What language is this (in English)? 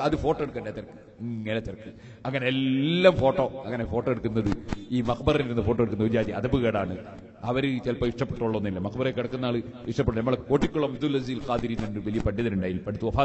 Malayalam